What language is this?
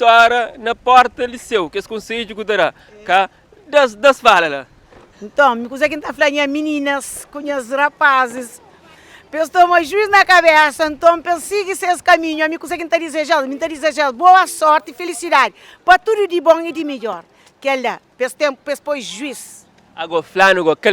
Kabuverdianu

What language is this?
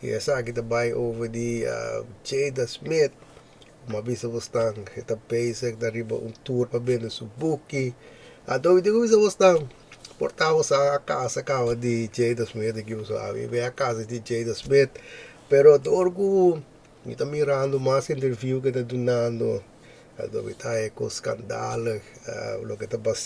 Papiamento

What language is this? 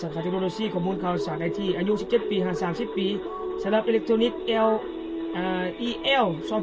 Lao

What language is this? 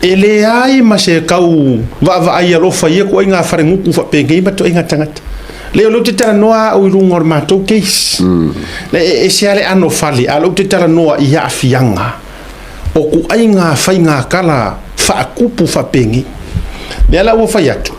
Samoan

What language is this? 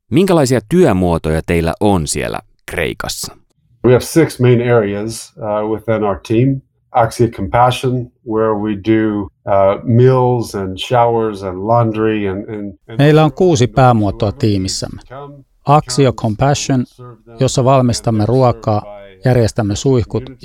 Finnish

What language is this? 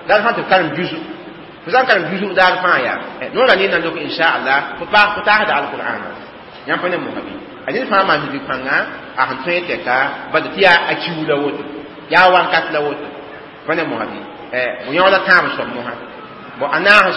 Mossi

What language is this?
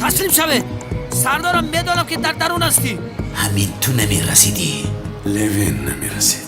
Tajik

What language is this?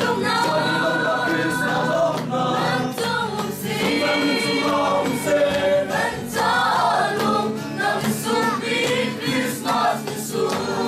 Hakha Chin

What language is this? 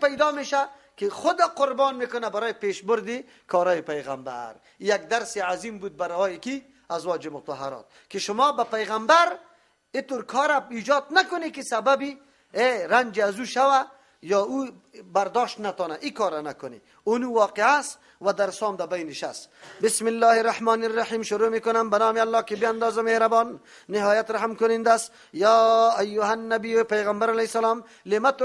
Persian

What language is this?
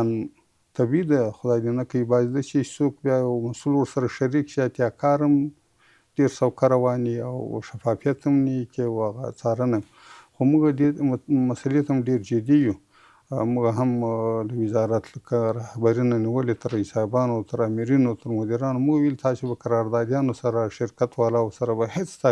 Pashto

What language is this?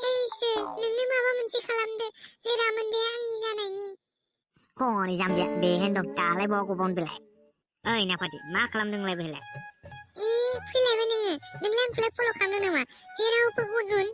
Bodo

